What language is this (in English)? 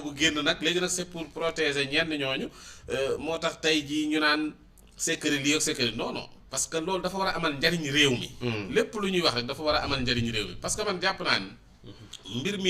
Wolof